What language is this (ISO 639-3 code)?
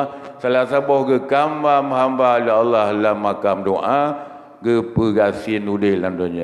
ace